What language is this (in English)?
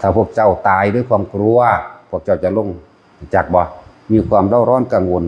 Northeastern Thai